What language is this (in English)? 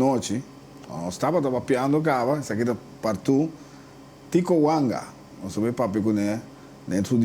Papiamento